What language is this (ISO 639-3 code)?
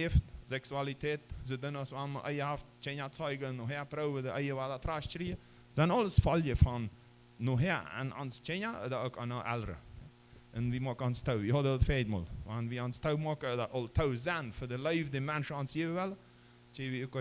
pdt